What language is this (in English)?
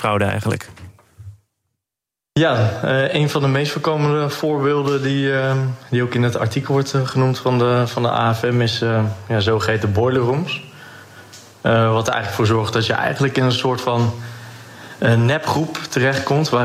Dutch